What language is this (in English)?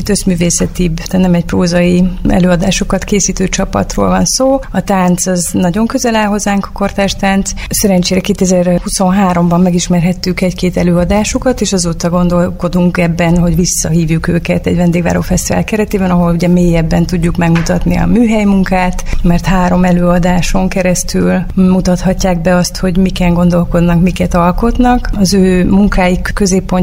Hungarian